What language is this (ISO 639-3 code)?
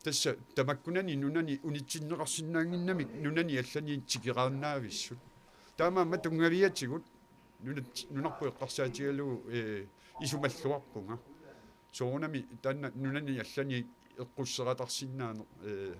kal